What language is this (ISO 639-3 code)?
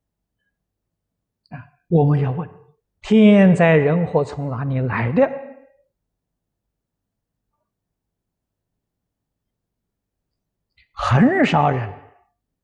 zho